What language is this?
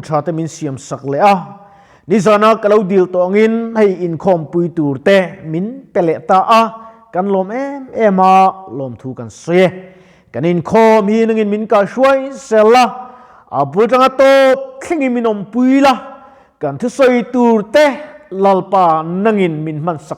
Mizo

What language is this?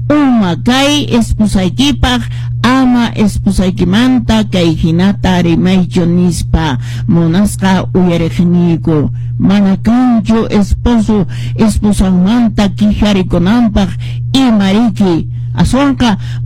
Quechua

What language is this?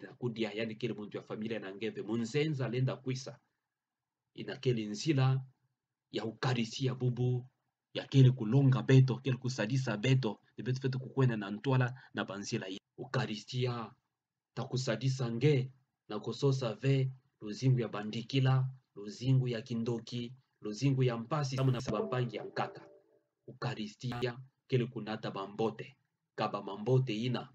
Kituba (Democratic Republic of Congo)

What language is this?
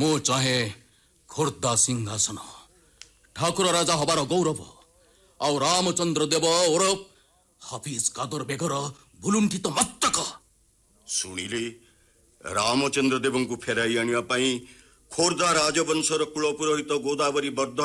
Odia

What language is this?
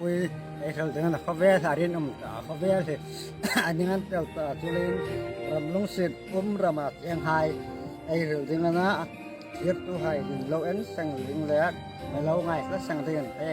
Hmar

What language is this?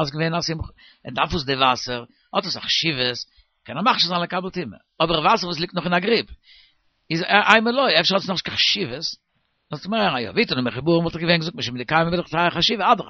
Yiddish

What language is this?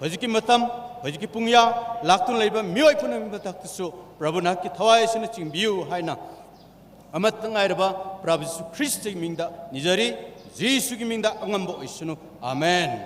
Tangkhul Naga (India)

